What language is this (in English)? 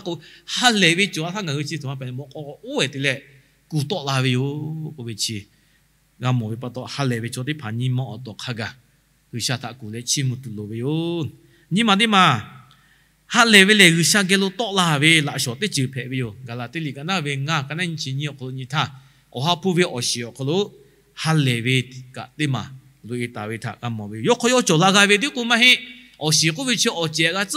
Lahu